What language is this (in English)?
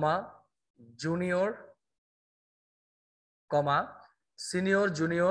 Bangla